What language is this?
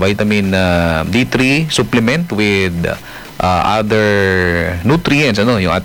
Filipino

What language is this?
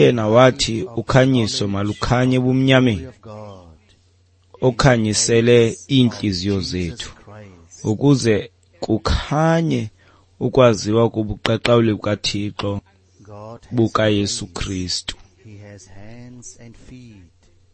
Xhosa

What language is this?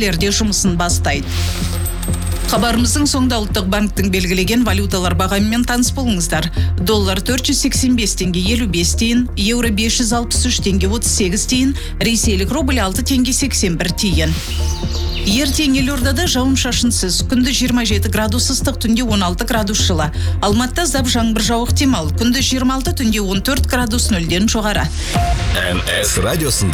Kazakh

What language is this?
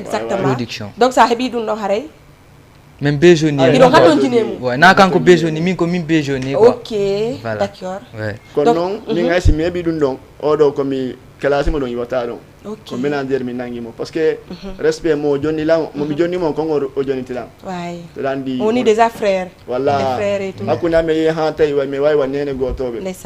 Fula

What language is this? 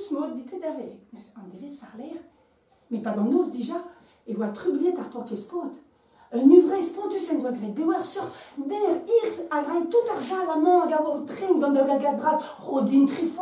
Breton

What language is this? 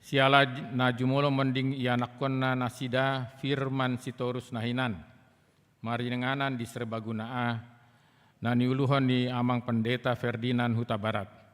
Batak Toba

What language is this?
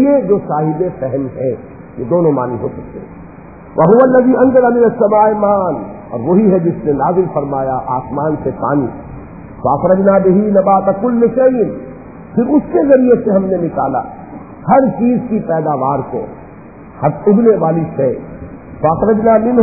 Urdu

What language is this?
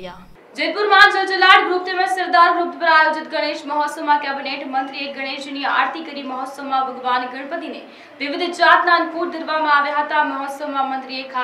Gujarati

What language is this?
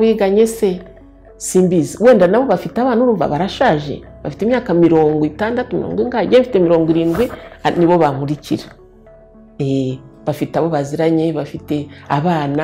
Kinyarwanda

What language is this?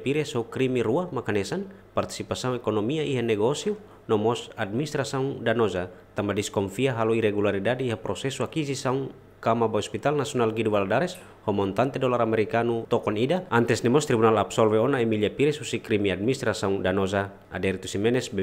Tetum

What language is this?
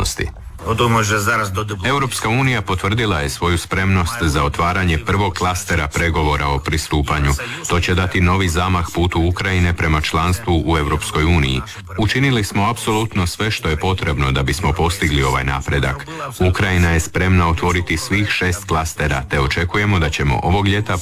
Croatian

